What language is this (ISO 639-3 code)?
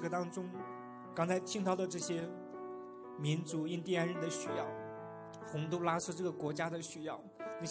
zho